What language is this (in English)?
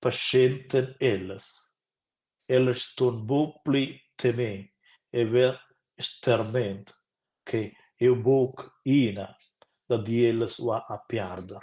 Romansh